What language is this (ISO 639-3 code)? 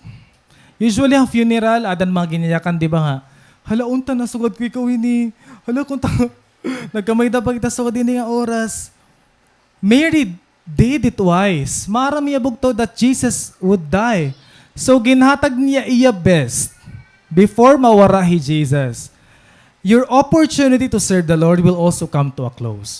war